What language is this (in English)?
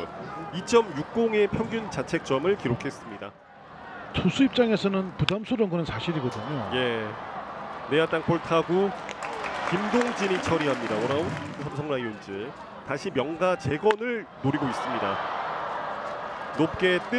Korean